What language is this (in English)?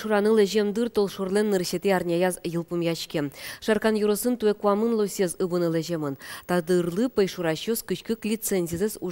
Udmurt